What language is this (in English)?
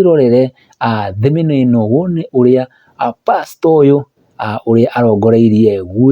Kikuyu